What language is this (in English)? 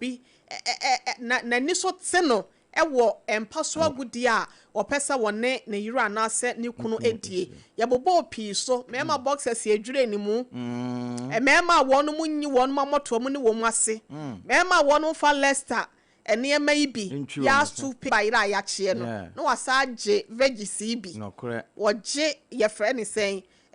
Akan